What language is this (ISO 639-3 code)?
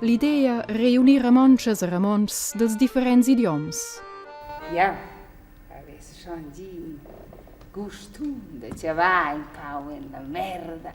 roh